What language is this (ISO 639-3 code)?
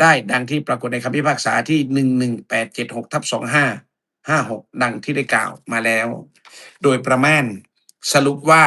lao